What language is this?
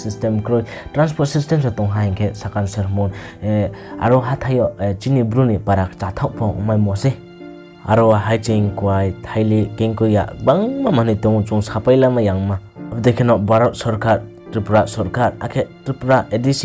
Riang (India)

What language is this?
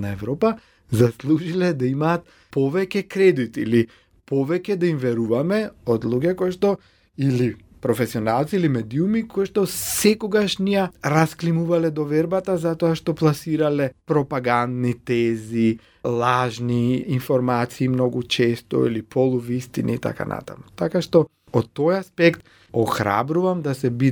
Macedonian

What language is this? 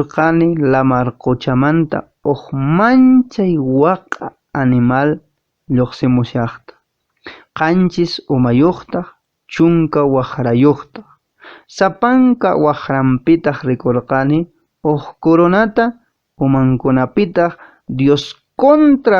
Quechua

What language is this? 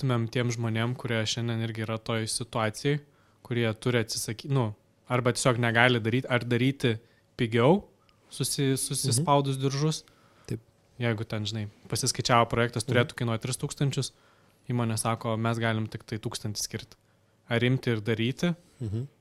Lithuanian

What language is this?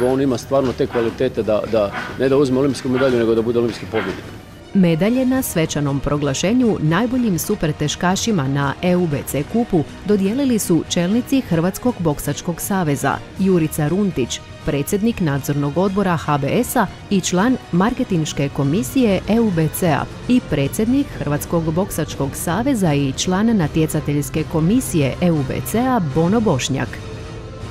Croatian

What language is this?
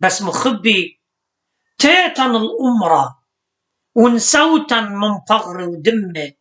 Assyrian Neo-Aramaic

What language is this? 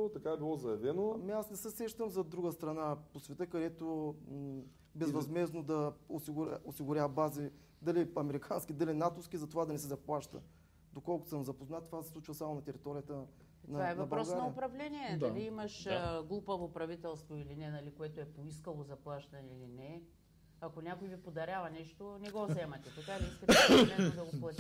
Bulgarian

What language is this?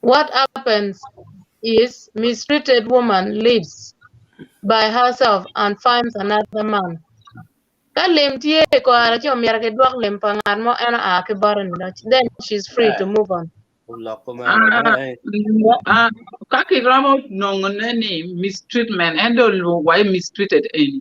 Acoli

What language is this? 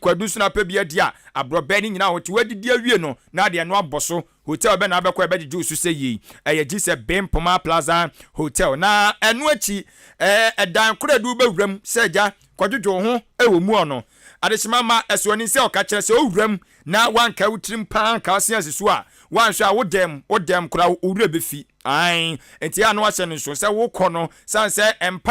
Akan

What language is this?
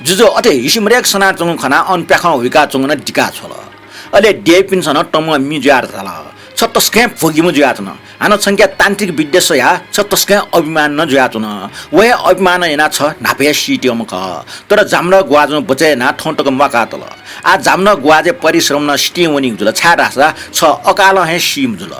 Newari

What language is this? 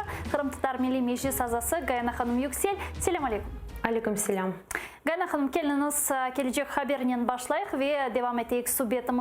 Crimean Tatar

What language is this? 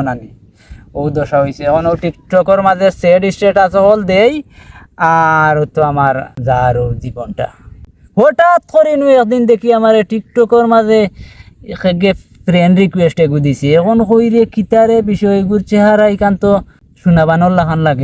Sylheti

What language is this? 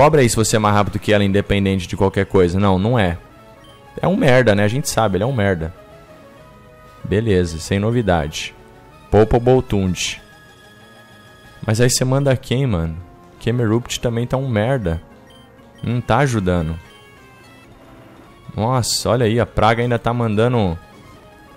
Portuguese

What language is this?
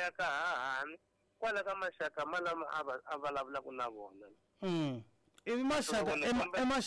Tsonga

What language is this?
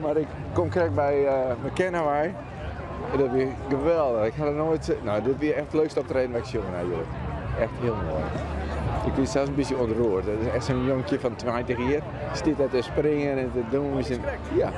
Western Frisian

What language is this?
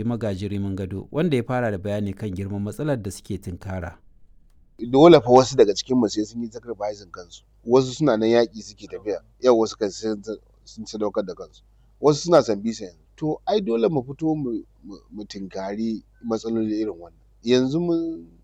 Hausa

